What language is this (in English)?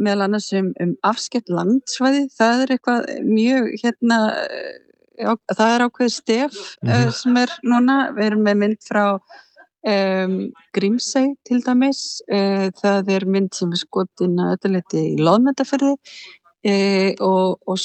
Icelandic